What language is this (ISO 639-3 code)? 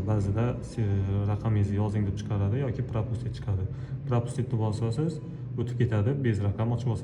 uzb